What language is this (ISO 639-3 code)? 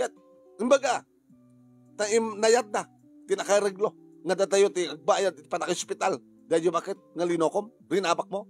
ilo